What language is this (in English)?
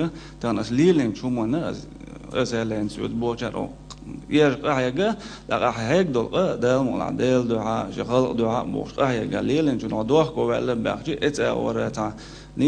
Chechen